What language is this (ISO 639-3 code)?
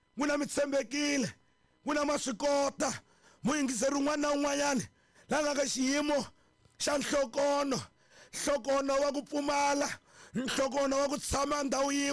tso